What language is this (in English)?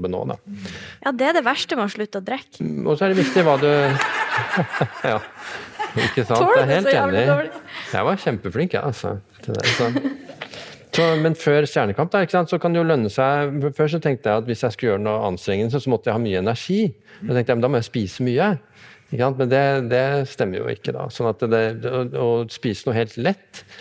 Norwegian